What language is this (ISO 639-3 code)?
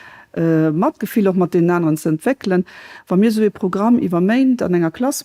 ltz